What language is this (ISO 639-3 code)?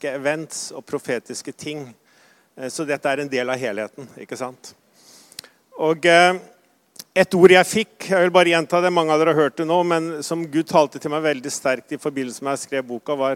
nor